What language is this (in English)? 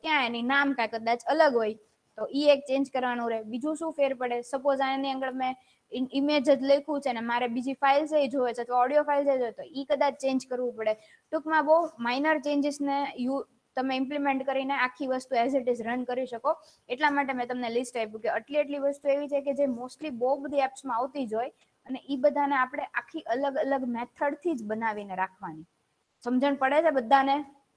Gujarati